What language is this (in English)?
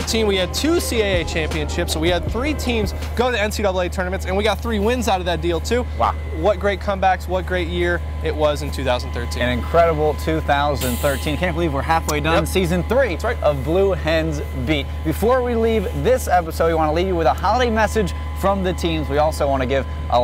English